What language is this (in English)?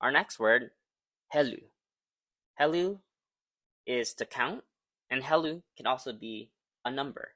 Hawaiian